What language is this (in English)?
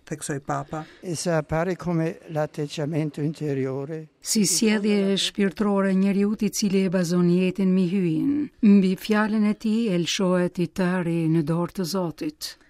Albanian